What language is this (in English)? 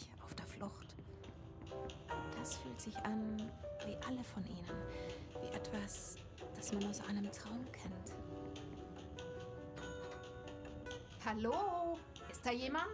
German